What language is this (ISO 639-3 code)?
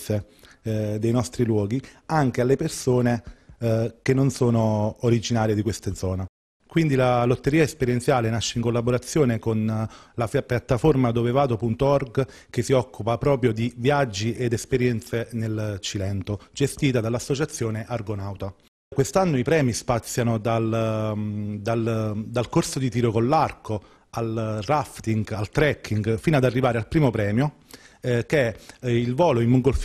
ita